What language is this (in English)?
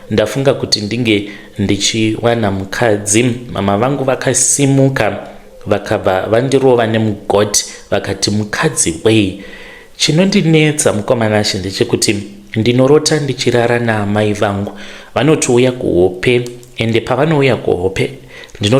Shona